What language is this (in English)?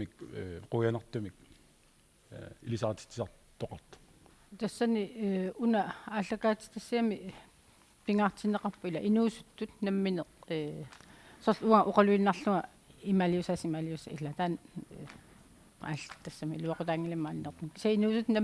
Kalaallisut